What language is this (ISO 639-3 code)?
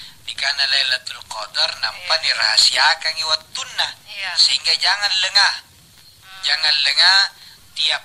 mak